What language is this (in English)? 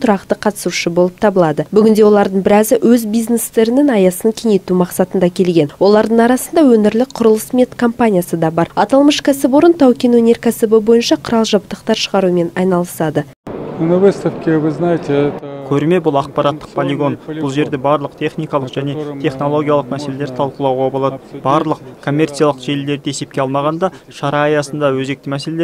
Kazakh